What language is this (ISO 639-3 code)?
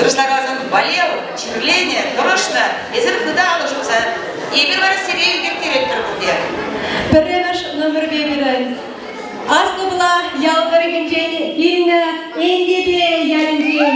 chv